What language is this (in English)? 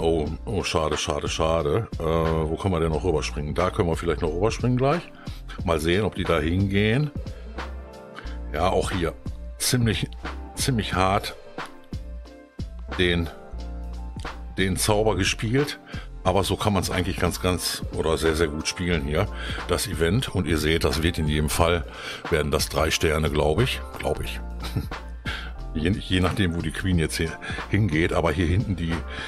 German